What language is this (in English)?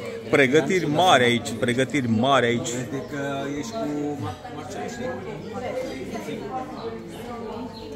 Romanian